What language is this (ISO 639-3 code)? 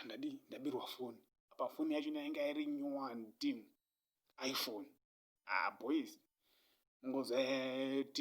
sna